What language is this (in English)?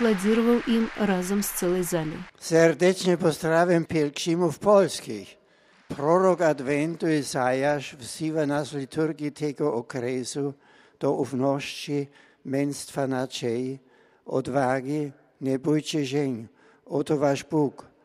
Belarusian